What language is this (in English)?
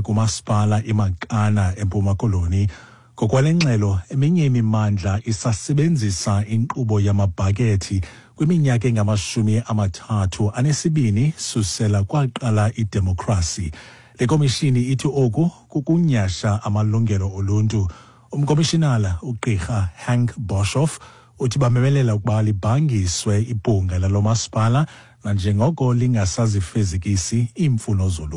Xhosa